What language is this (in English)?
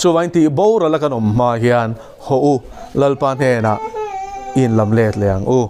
Mizo